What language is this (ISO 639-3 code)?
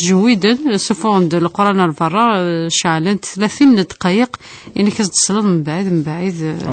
kab